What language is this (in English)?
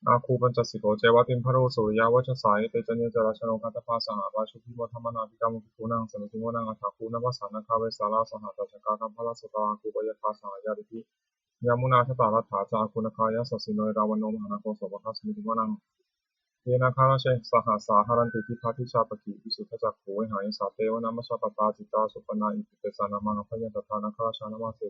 Pali